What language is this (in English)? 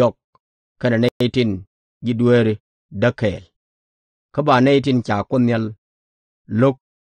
Nuer